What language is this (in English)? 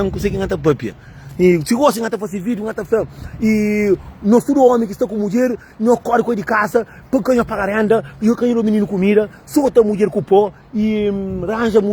Kabuverdianu